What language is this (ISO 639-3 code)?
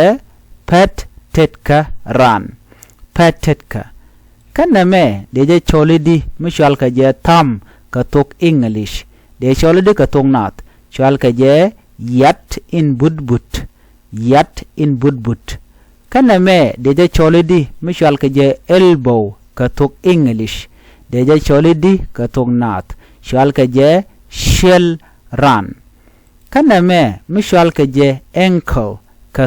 nus